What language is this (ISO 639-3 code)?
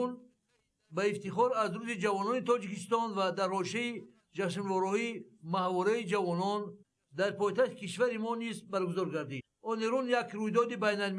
tgk